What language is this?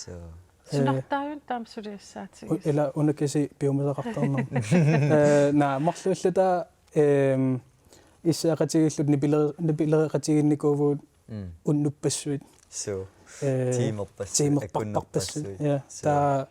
Kalaallisut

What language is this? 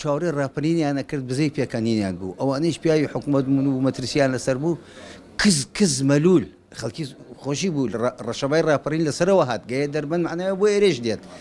Central Kurdish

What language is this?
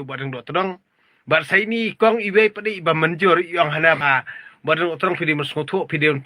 Khasi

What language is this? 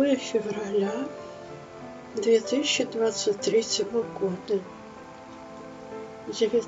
Russian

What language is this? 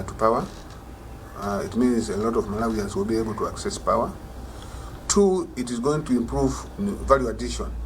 English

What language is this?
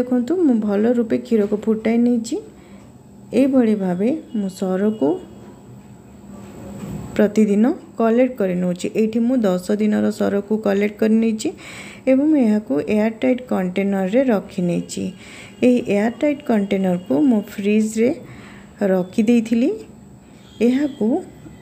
Odia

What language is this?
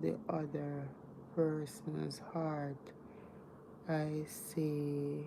Jamaican Creole English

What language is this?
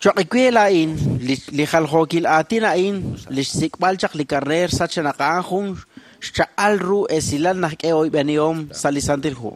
Kekchí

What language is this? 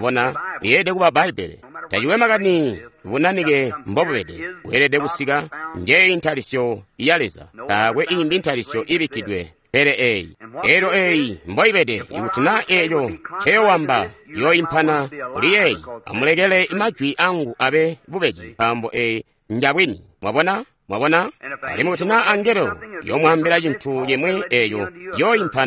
Tonga (Zambia)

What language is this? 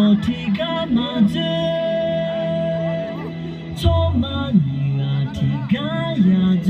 Akha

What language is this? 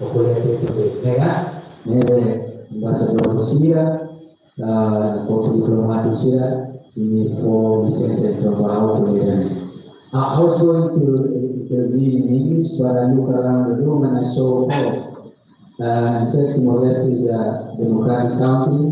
Tetum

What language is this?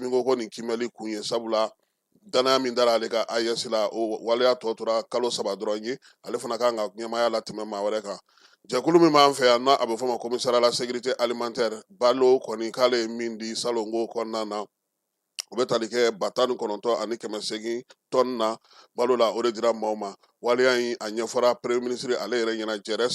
Bambara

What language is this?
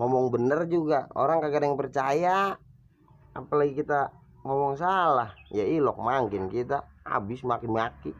Betawi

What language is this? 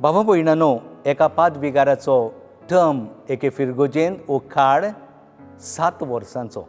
Konkani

